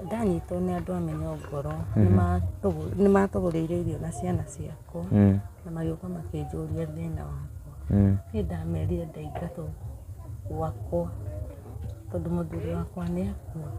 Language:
Kikuyu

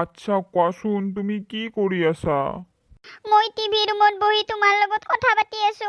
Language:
Assamese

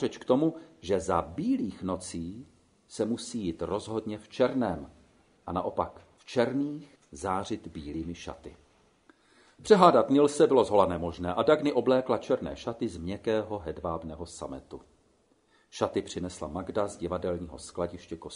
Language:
Czech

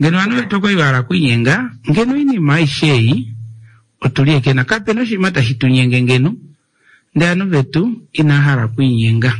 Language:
Kuanyama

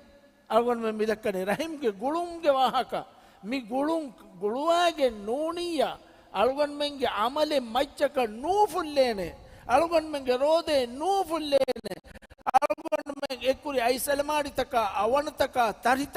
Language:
Divehi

